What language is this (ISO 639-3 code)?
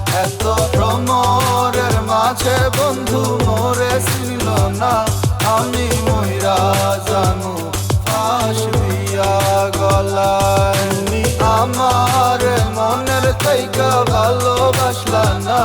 ben